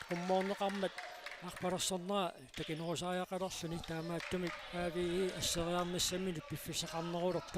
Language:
Kalaallisut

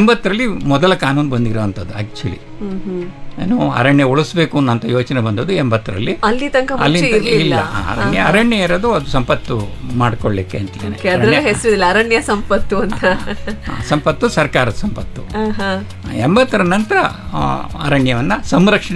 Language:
Kannada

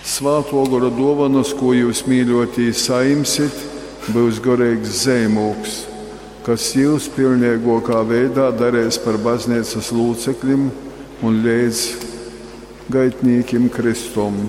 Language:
Latgalian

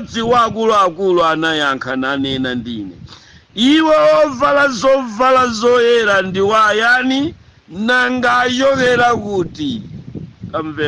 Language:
Nyanja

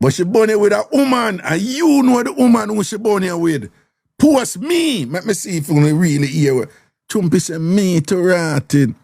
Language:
Jamaican Creole English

